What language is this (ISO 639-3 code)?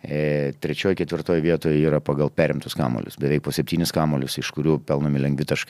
lit